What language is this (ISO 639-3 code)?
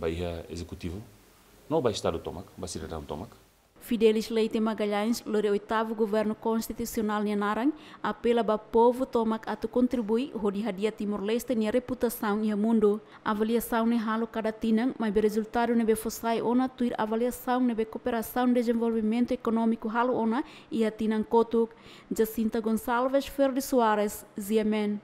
tet